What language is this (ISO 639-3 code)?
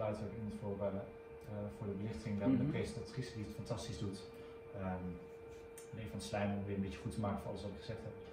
nld